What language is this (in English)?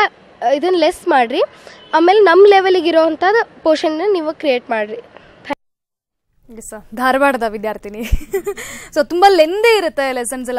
Kannada